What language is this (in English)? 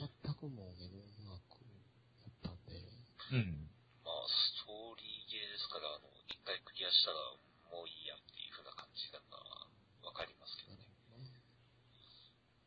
Japanese